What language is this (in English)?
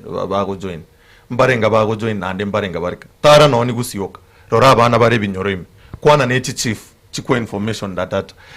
Gusii